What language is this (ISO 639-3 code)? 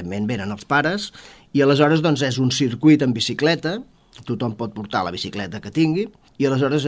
cat